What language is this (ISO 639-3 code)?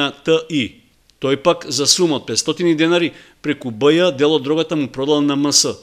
mkd